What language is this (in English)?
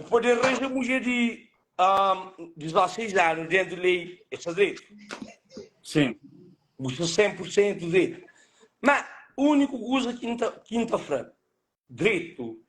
Kabuverdianu